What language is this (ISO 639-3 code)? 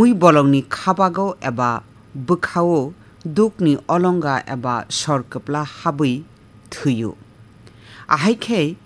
trp